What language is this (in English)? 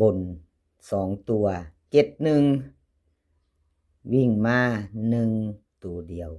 Lao